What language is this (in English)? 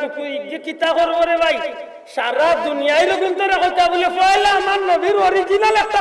Sylheti